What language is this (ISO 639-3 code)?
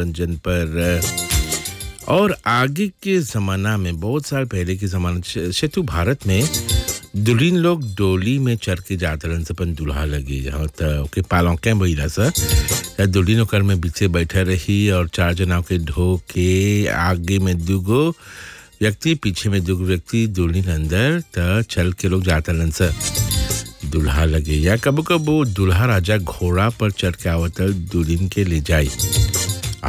bho